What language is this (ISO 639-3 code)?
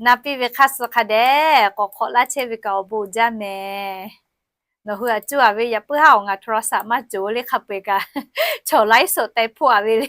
lhu